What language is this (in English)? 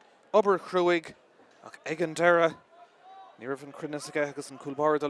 Irish